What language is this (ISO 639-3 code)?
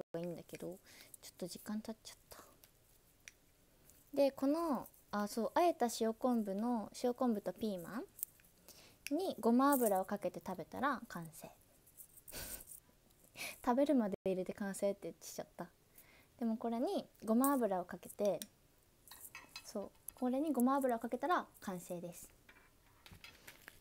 jpn